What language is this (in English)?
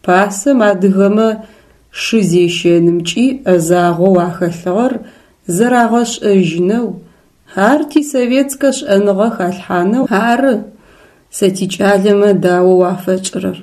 Adyghe